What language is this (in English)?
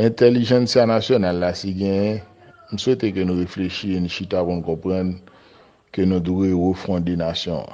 Haitian Creole